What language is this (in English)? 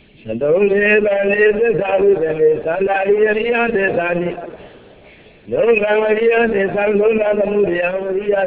Burmese